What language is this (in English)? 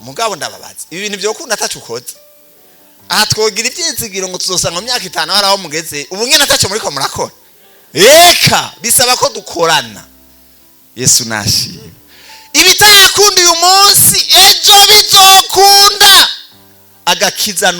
Rundi